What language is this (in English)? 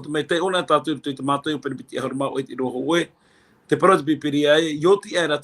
Tahitian